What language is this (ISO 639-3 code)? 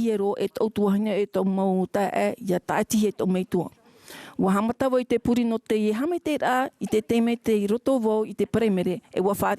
tah